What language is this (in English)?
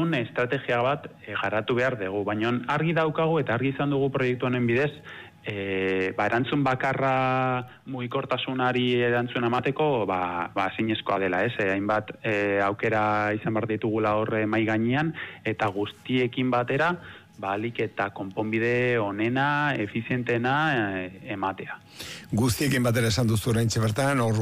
Basque